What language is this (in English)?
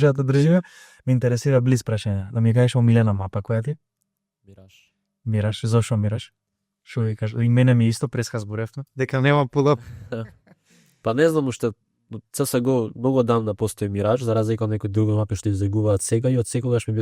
Macedonian